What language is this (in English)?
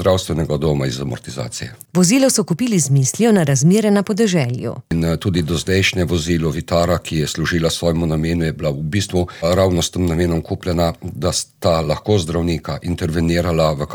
Slovenian